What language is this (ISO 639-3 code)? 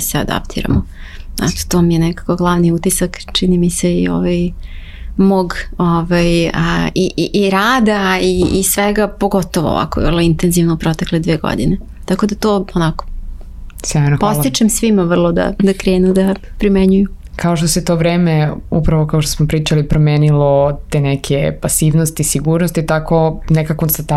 srp